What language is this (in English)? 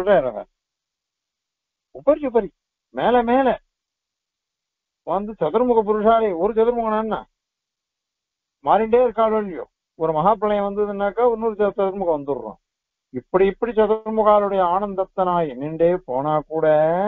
Tamil